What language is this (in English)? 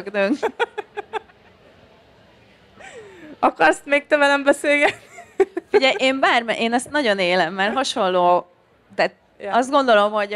Hungarian